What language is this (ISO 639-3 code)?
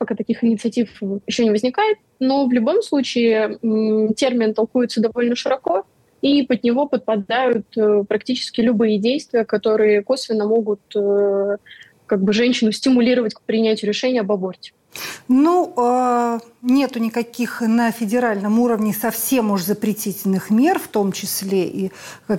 rus